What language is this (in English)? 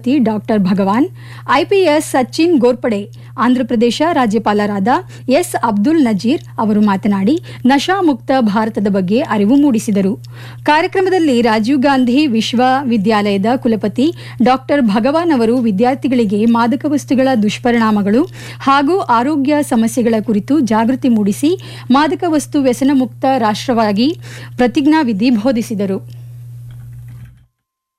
Kannada